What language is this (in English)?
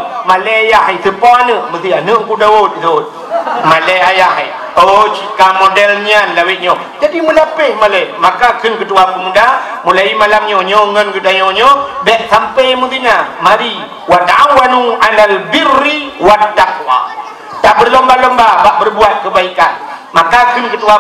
Achinese